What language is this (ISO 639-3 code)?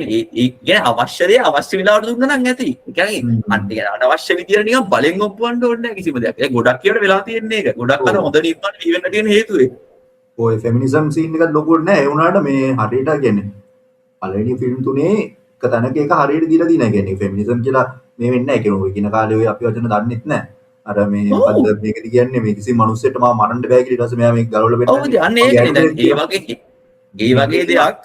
sin